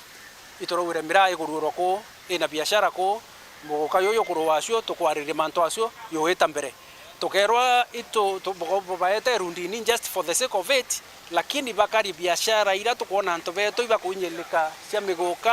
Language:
Meru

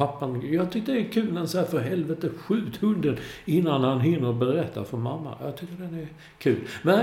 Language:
Swedish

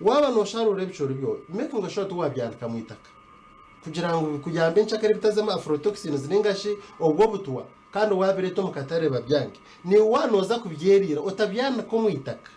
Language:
Nyankole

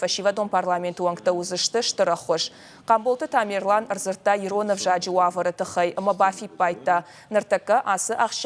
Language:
Ossetic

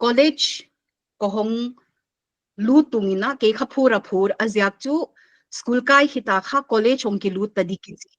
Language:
Paite Chin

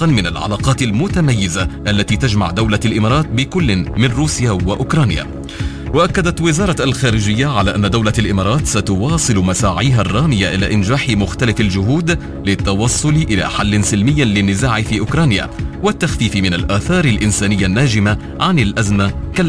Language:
Arabic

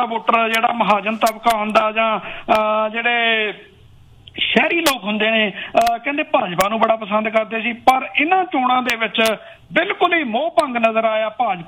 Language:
Punjabi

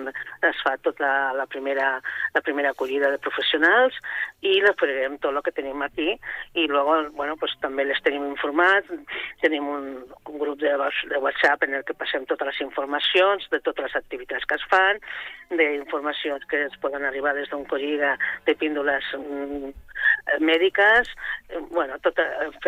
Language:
Catalan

